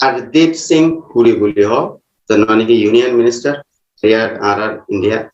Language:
Rohingya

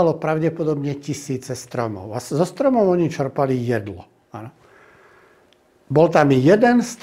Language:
Slovak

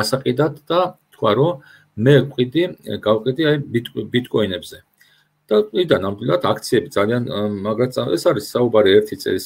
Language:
Georgian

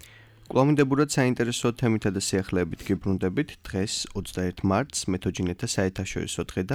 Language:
Georgian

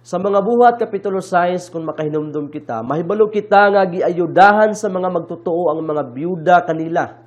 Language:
Cebuano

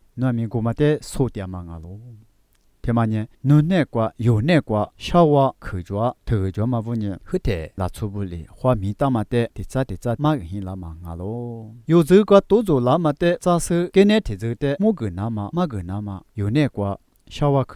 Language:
Lisu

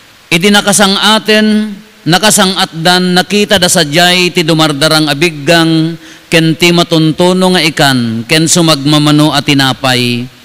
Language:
Iloko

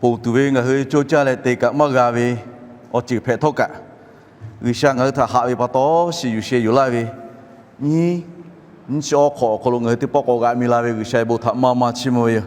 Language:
Lahu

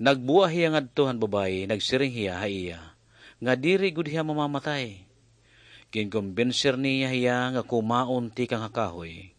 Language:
Waray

